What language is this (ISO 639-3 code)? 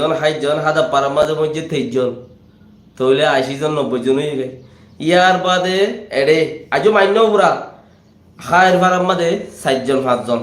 rhg